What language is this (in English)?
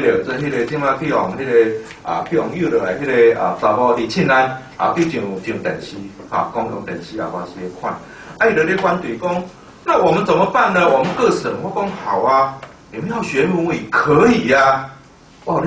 Min Nan Chinese